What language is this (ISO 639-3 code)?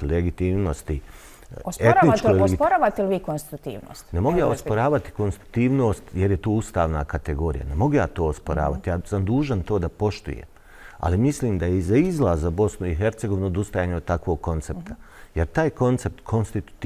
bos